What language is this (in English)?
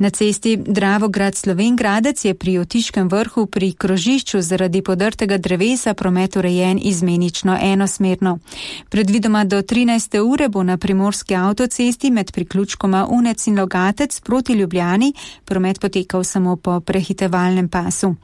Slovenian